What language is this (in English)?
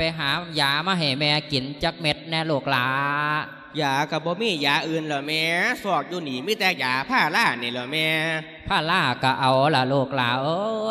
Lao